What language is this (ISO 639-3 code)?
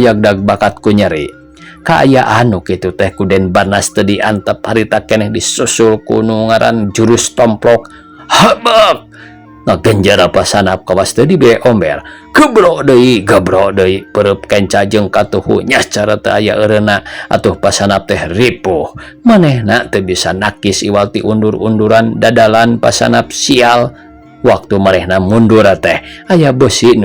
sun